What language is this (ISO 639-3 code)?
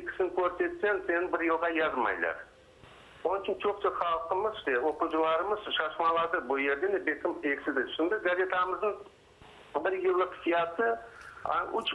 crh